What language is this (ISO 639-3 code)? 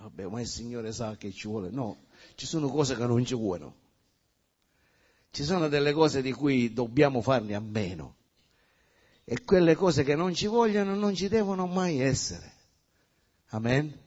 ita